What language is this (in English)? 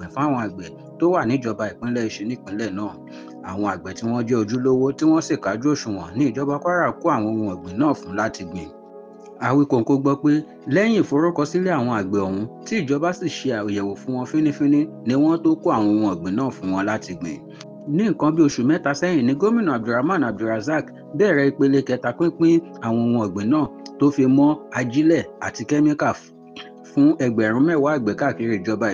Yoruba